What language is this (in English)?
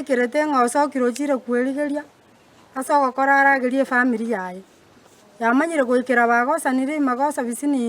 Gusii